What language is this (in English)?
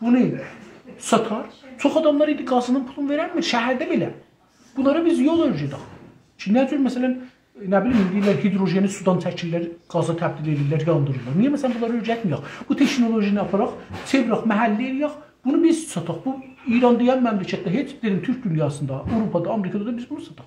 South Azerbaijani